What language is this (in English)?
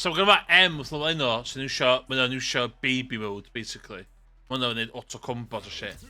Welsh